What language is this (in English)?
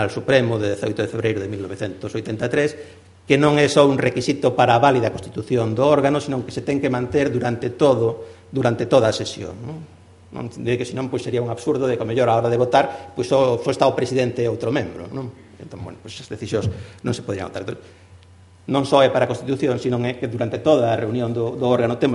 Galician